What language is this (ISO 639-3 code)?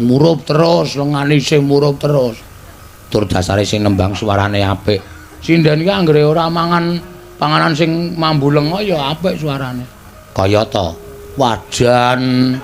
jav